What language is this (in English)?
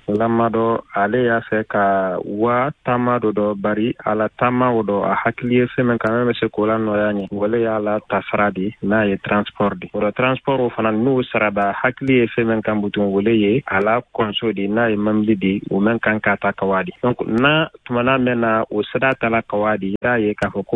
Bambara